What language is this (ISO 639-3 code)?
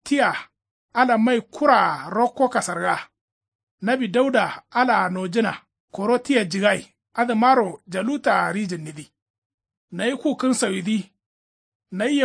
kau